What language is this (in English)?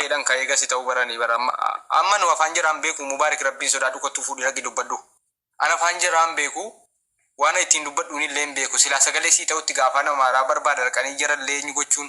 Oromo